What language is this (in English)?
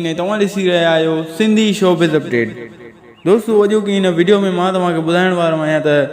Sindhi